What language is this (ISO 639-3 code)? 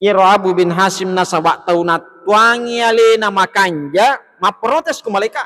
bug